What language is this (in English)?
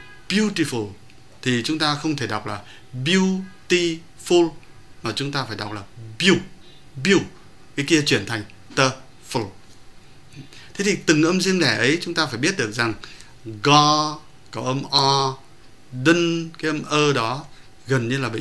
Vietnamese